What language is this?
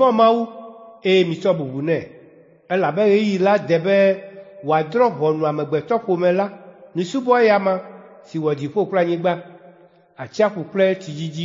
Ewe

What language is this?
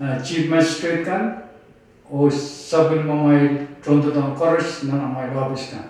Pohnpeian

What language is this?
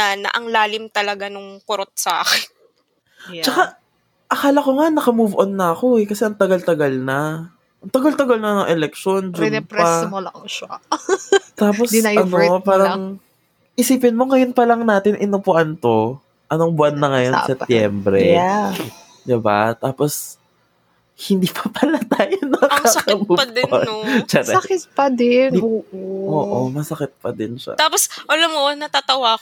Filipino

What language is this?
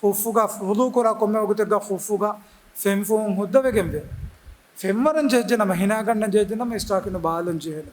Divehi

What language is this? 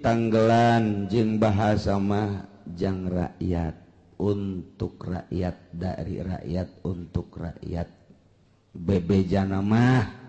Sundanese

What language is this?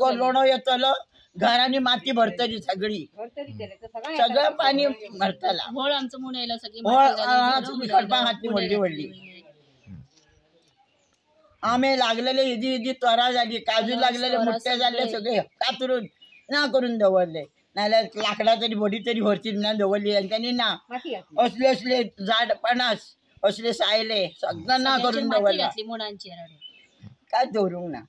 Konkani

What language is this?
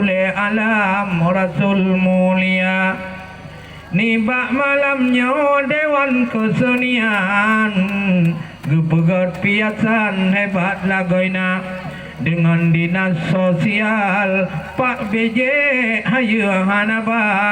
Achinese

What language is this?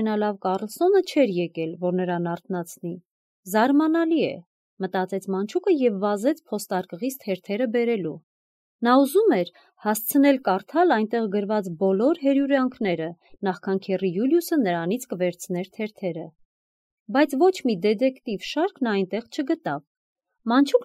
Armenian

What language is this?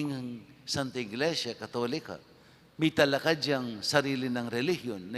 Pampanga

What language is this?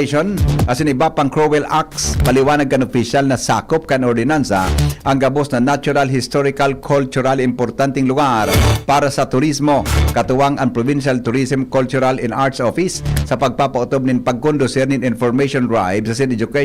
Bikol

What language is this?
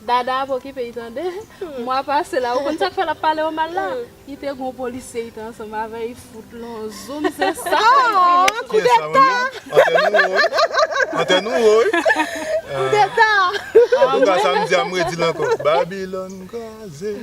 Haitian Creole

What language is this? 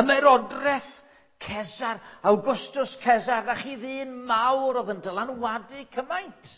Welsh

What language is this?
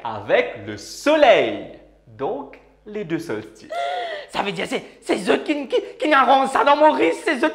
Morisyen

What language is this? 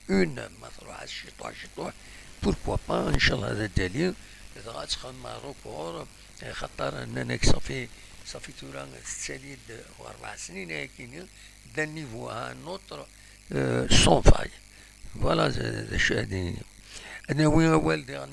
Kabyle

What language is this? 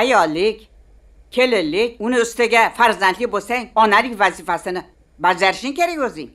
Uzbek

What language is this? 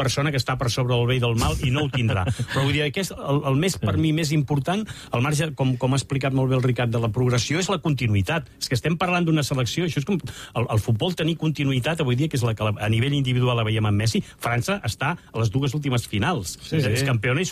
Catalan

